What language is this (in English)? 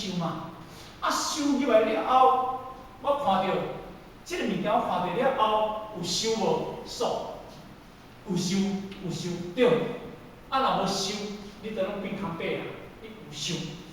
Min Nan Chinese